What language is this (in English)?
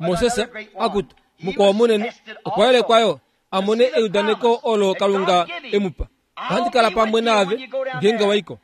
Kuanyama